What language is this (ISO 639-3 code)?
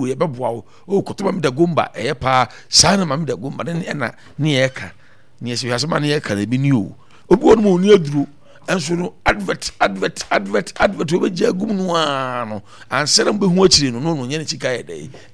aka